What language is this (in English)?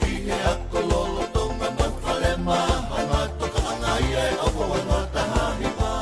Tongan